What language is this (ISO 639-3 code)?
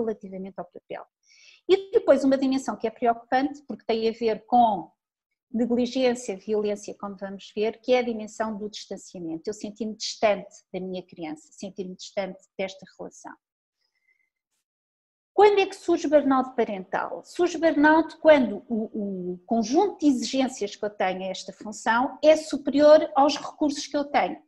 por